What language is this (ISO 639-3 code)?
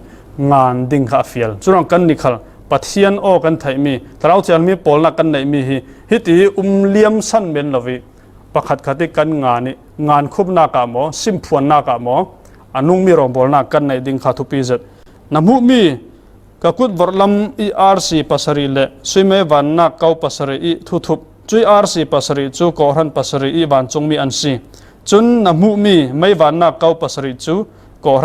cfm